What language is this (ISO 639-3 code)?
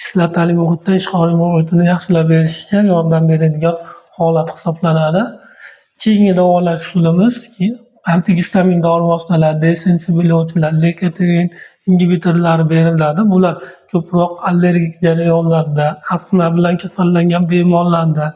uzb